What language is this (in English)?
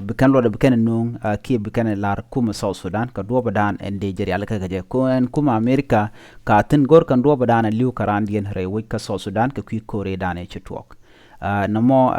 Nuer